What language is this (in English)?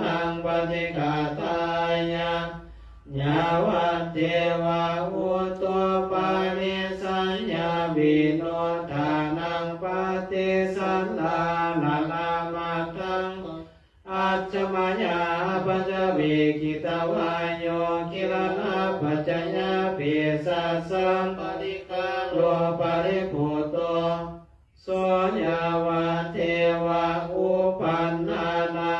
Pali